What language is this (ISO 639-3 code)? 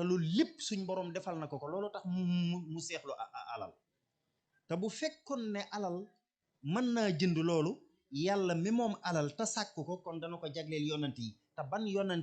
wol